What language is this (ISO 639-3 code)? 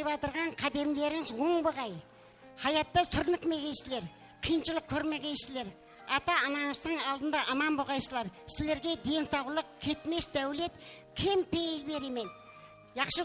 kaa